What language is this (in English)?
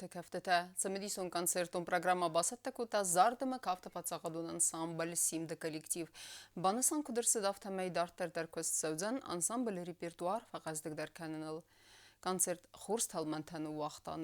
Ossetic